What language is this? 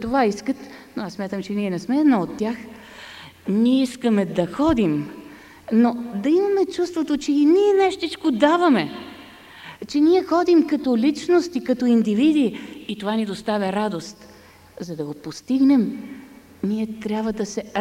Bulgarian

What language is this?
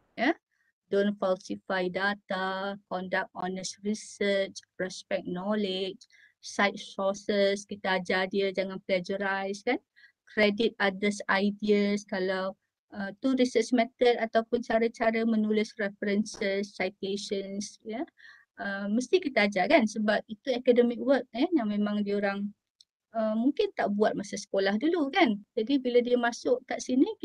Malay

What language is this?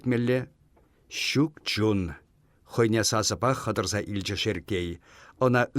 Chuvash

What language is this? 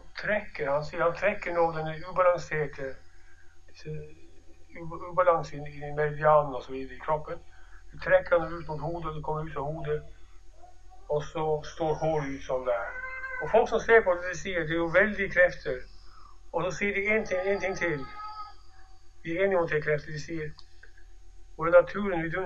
Norwegian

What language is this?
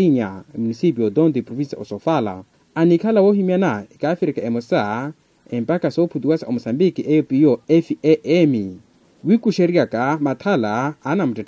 Makhuwa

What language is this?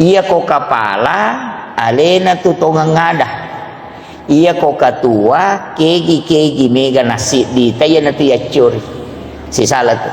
Buginese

